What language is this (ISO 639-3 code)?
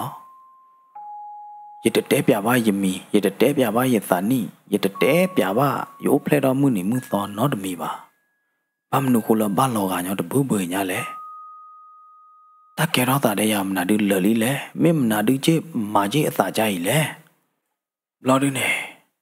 ksw